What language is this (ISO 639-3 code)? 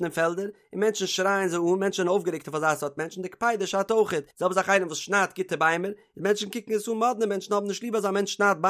yid